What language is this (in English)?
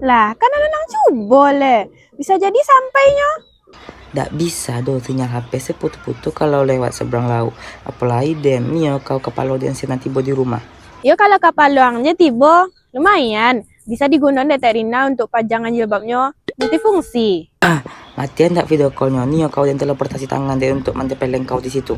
Minangkabau